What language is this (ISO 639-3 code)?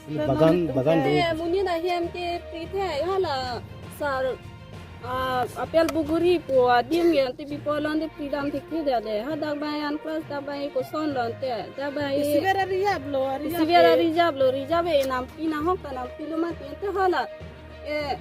mjw